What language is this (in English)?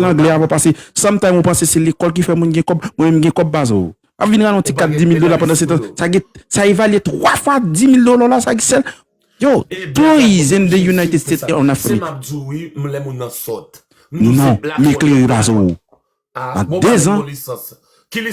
Haitian Creole